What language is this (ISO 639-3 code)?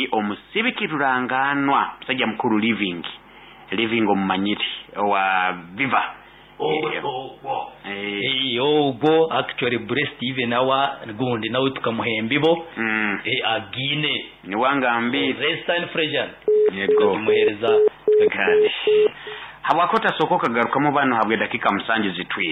nyo